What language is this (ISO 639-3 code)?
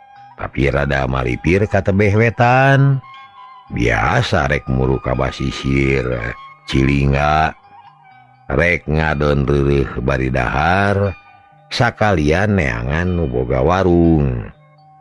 sun